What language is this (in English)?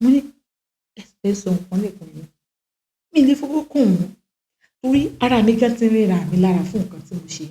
Yoruba